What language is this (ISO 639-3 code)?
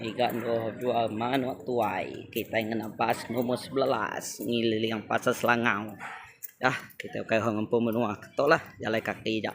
iba